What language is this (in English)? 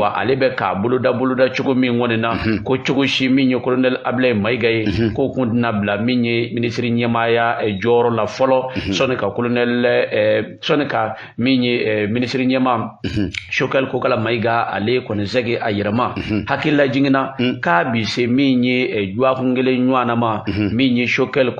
Bambara